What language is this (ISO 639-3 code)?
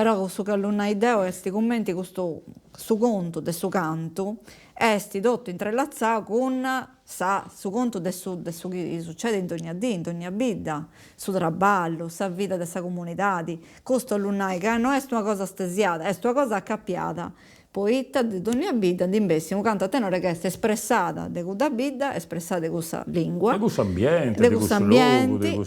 srd